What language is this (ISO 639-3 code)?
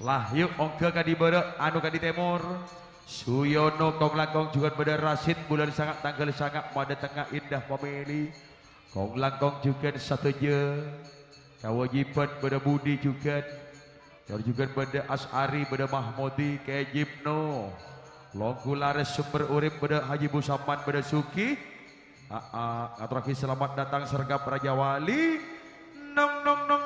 mad